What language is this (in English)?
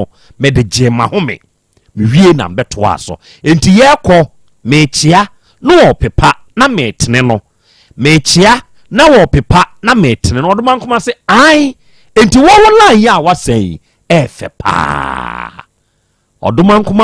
Akan